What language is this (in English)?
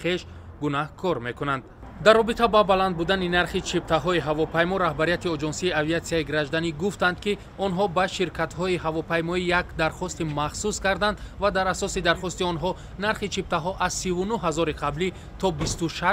Tajik